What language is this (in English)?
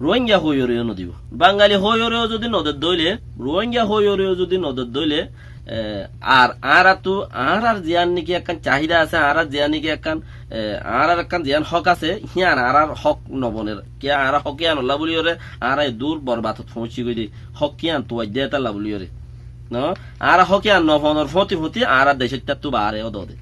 Rohingya